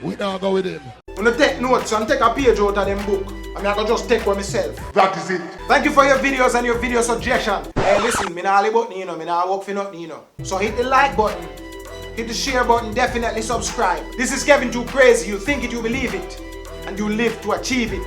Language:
Jamaican Creole English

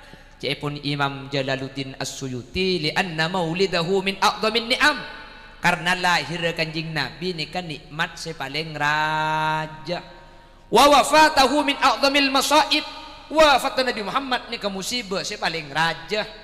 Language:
Madurese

